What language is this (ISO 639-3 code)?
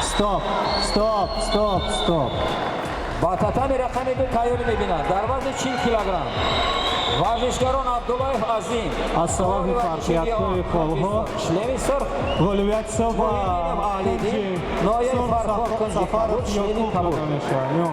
tgk